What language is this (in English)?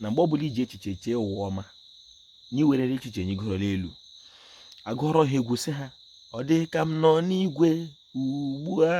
Igbo